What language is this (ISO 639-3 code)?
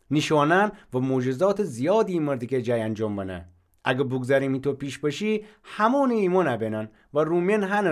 glk